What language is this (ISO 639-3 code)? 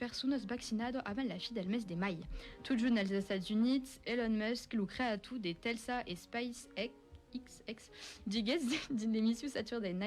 oci